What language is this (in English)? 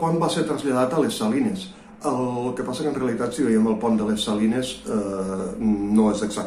Catalan